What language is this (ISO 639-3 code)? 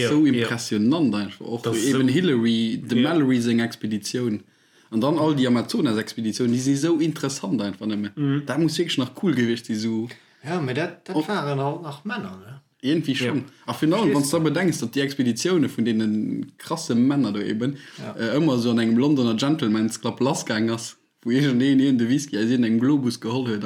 ltz